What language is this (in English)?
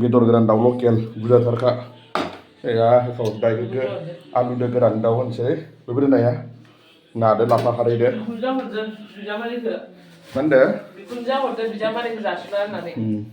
Bodo